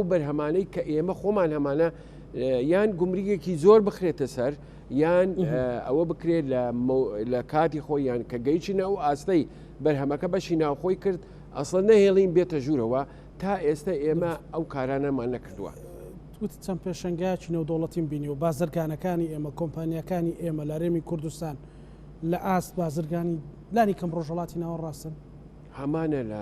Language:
Central Kurdish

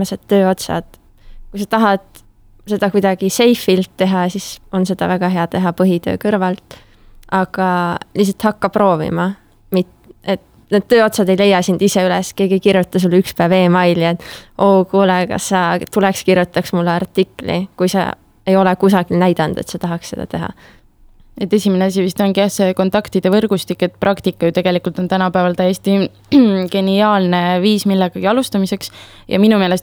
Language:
Estonian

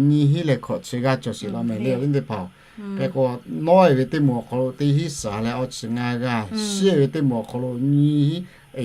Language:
Lahu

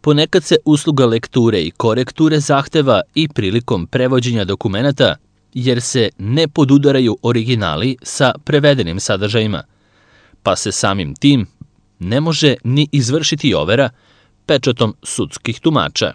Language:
Serbian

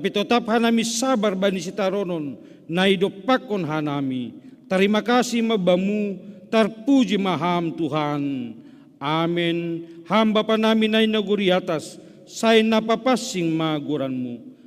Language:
Batak Simalungun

